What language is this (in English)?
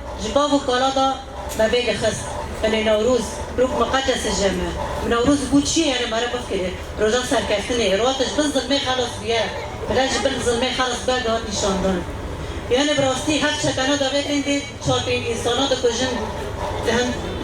Kurdish